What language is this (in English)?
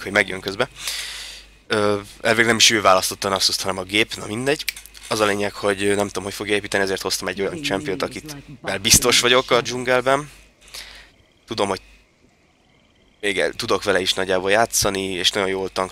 Hungarian